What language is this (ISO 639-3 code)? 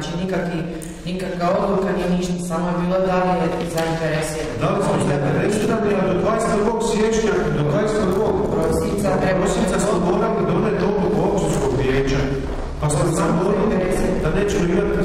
hrv